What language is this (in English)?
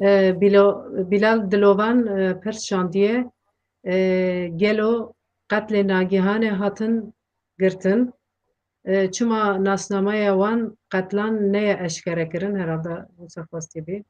Kurdish